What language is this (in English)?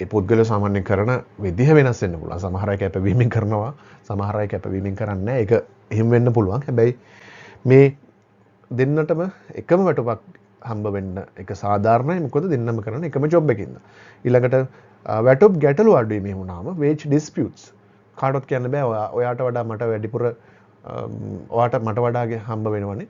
Sinhala